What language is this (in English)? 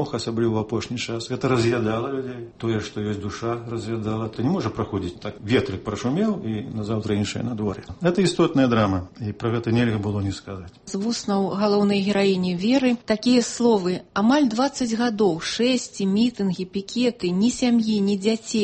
Belarusian